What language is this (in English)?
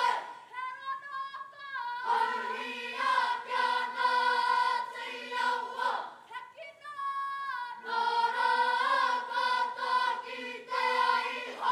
Māori